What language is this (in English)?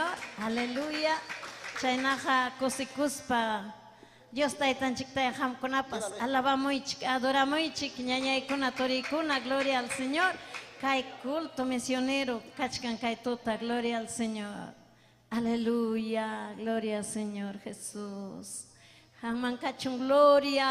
Ayacucho Quechua